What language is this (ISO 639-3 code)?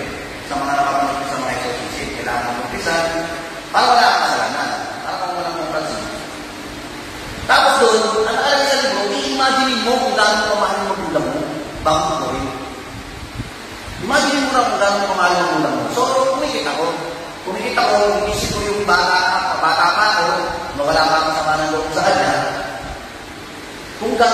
fil